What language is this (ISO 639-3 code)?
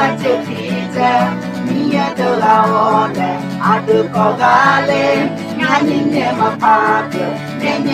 ahk